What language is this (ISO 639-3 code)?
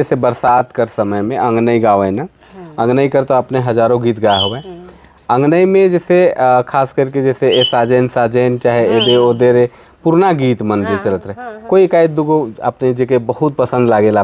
sck